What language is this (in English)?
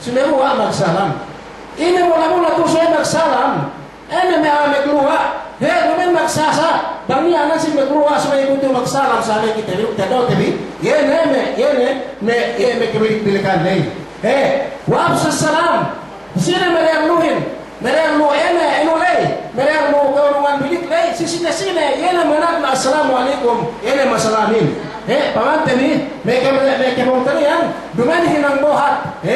Yakan